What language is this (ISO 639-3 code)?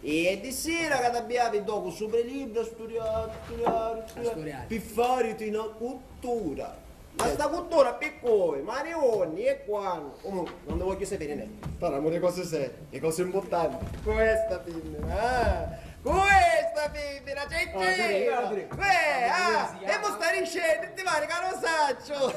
scn